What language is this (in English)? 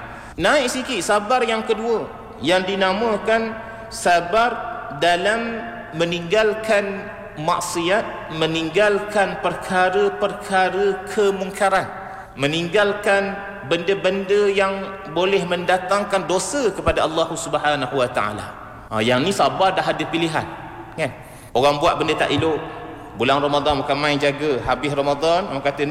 Malay